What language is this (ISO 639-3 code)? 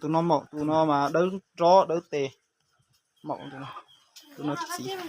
hmn